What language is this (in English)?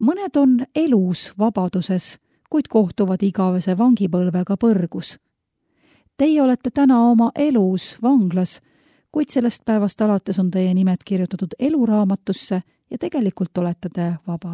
Estonian